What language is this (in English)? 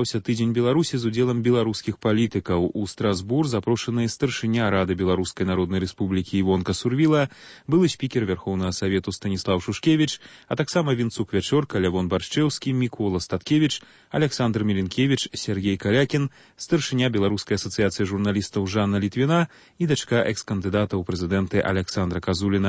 Belarusian